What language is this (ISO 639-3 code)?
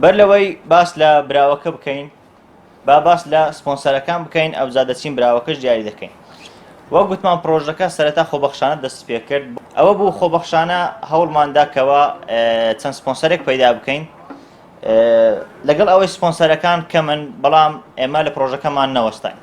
ckb